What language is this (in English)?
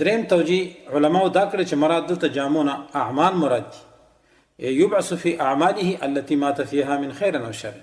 Pashto